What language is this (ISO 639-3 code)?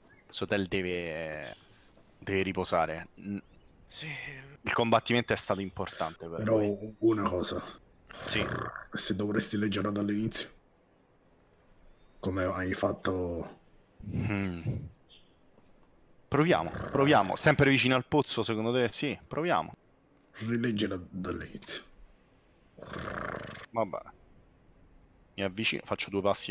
ita